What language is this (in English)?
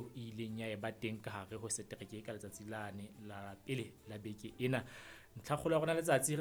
Southern Sotho